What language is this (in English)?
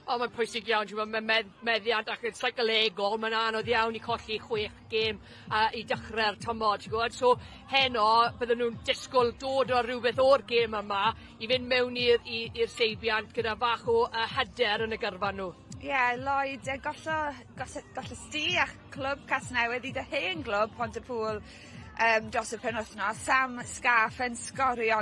Welsh